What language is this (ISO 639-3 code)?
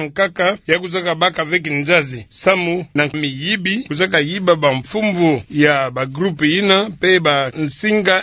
ktu